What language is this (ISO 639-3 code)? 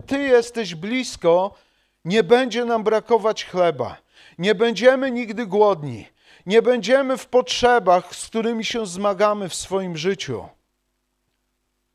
pol